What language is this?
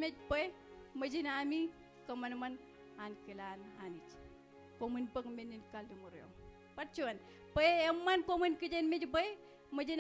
Marshallese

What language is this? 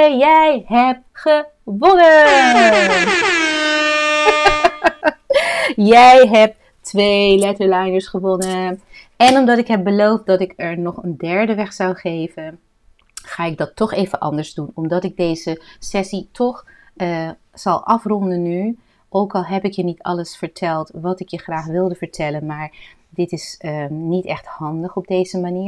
Dutch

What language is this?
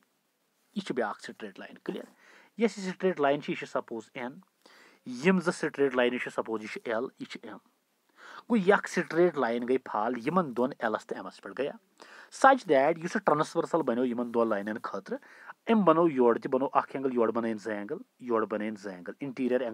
Kashmiri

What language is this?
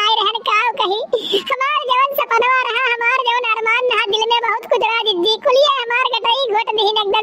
Awadhi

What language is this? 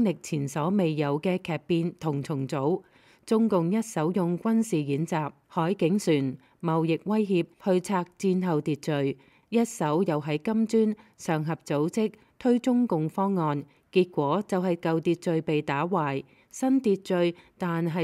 Cantonese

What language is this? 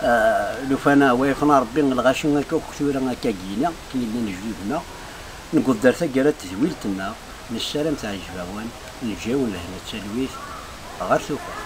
Kabyle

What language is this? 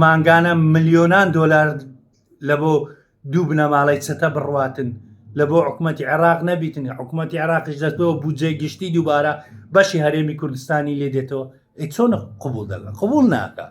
Central Kurdish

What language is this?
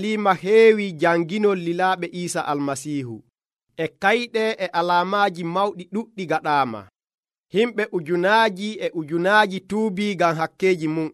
Nigerian Fulfulde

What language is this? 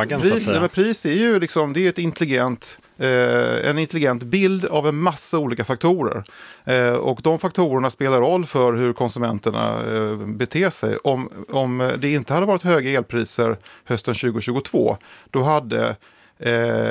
Swedish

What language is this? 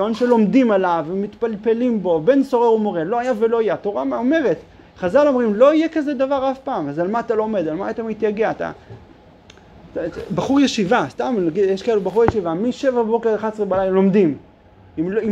Hebrew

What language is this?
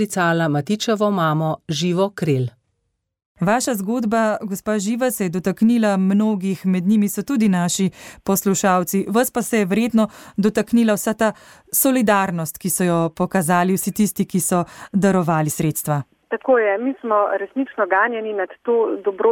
Slovenian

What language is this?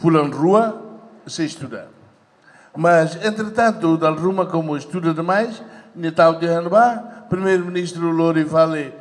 Tetum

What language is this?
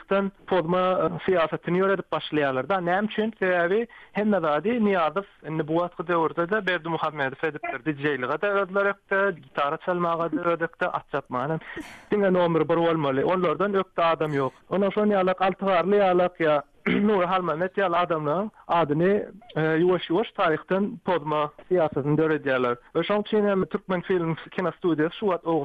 Turkmen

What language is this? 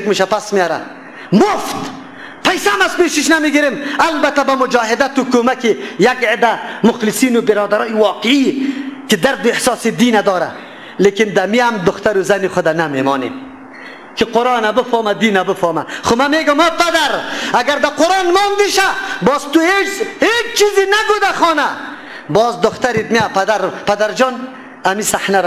Persian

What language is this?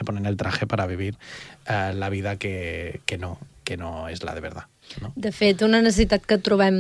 Catalan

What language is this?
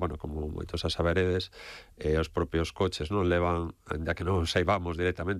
Galician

